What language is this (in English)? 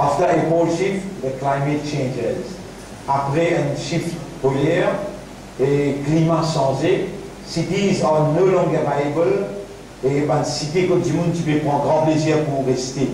Morisyen